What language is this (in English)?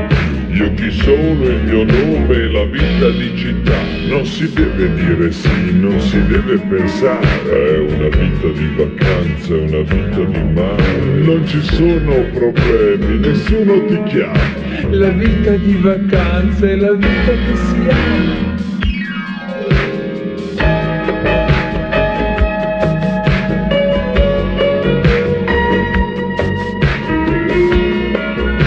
Italian